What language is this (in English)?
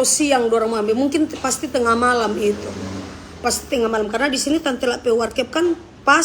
Manado Malay